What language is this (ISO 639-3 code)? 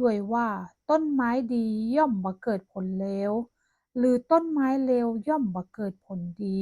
nod